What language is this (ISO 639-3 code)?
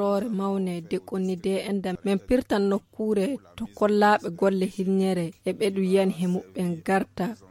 fuv